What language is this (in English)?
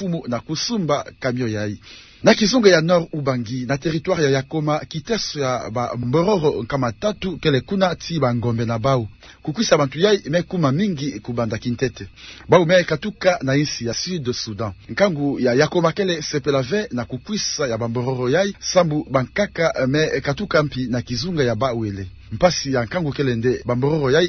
Kituba (Democratic Republic of Congo)